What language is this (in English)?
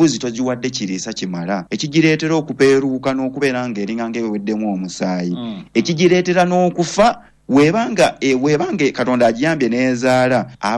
Ganda